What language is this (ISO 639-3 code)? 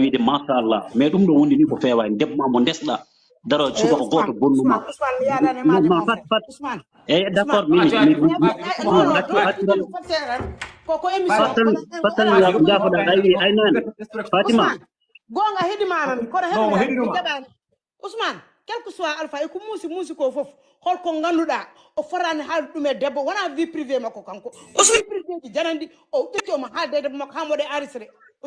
ful